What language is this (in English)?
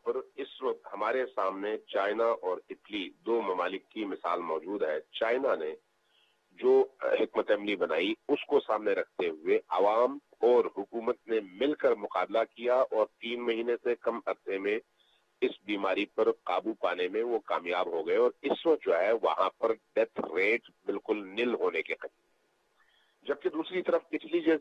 Urdu